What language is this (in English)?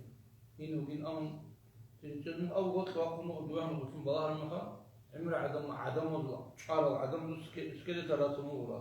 Avaric